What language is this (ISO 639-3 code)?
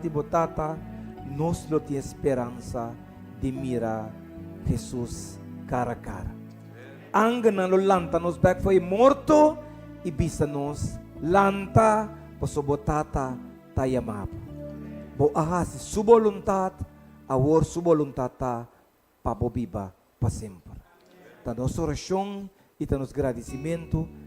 pap